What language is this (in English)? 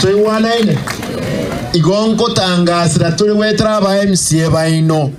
Gusii